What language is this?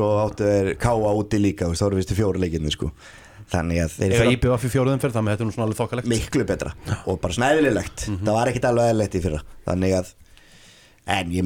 Icelandic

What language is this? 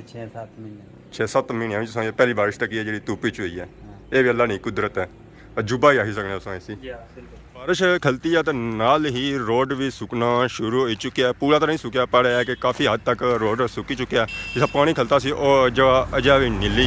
Pahari-Potwari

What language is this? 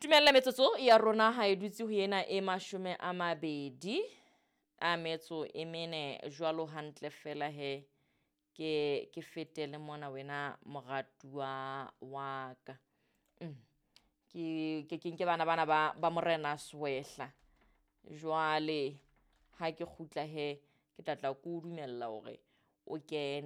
Southern Sotho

